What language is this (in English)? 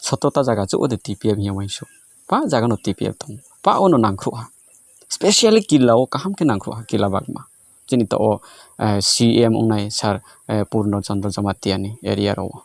Riang (India)